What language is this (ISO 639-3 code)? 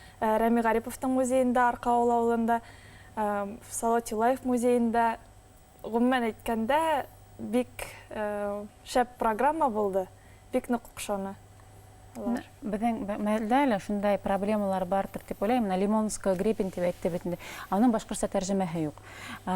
bak